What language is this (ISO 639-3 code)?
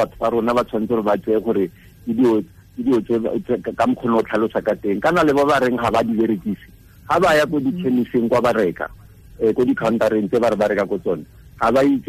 tsn